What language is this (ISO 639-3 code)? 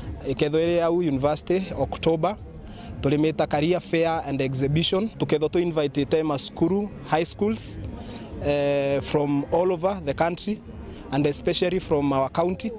mer